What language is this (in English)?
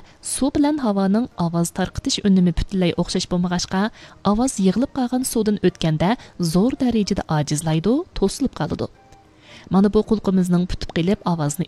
Uyghur